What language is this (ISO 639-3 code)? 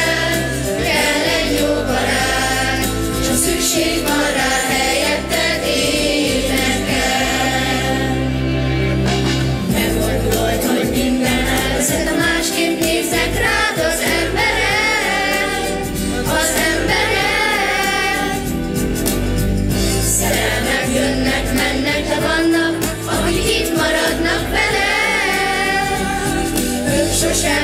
hun